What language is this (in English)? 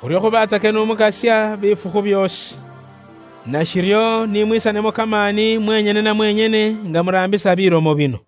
Luyia